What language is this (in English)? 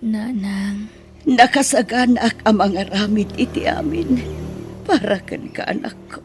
Iloko